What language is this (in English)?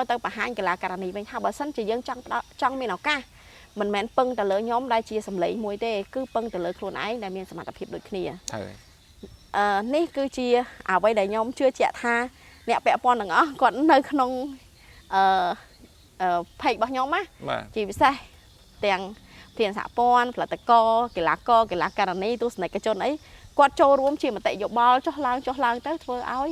Khmer